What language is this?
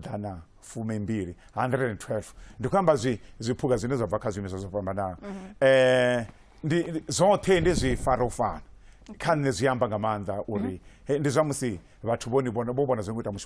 Venda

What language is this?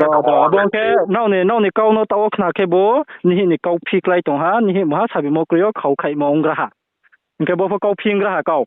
Riang (India)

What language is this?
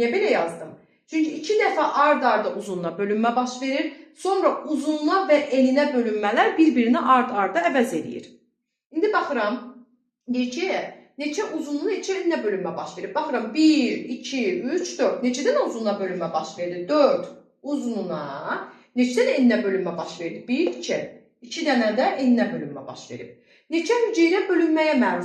Azerbaijani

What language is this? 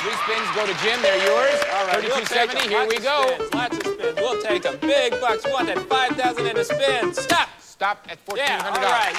English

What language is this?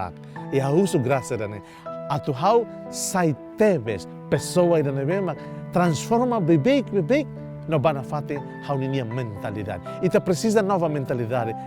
Tetum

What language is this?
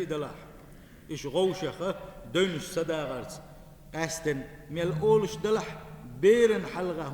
Chechen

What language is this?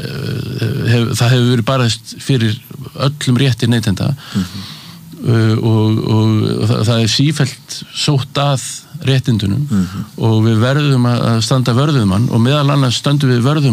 Icelandic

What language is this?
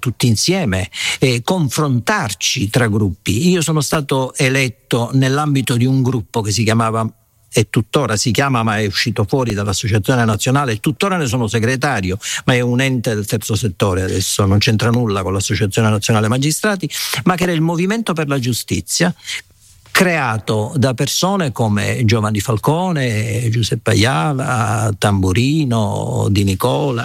Italian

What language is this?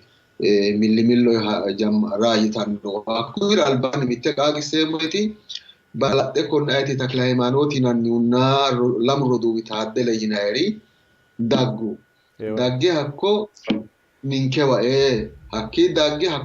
Sidamo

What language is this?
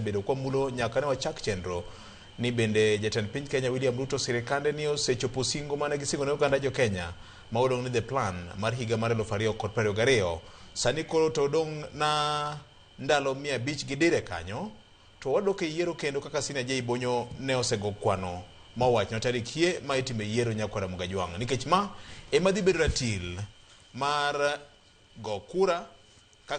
Luo (Kenya and Tanzania)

